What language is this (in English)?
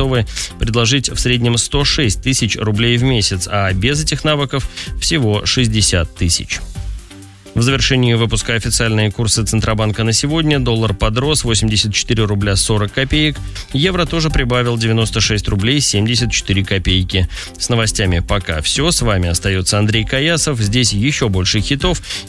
Russian